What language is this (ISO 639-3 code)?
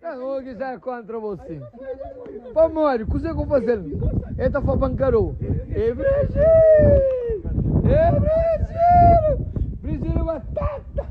kea